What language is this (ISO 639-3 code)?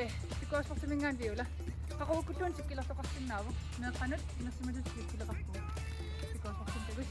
kal